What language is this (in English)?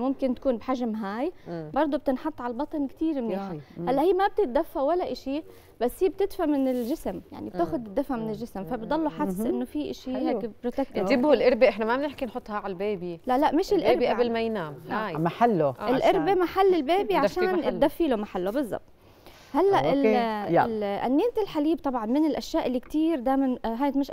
South Levantine Arabic